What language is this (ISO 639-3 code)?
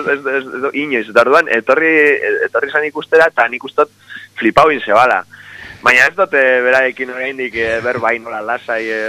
eus